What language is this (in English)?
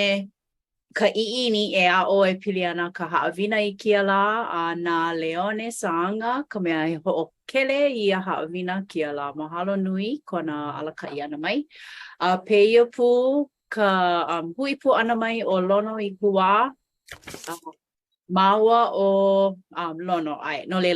Hawaiian